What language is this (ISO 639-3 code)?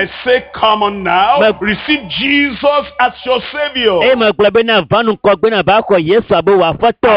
ewe